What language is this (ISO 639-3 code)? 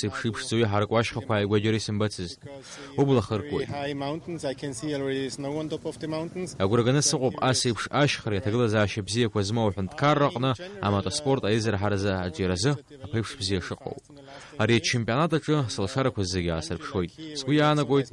abk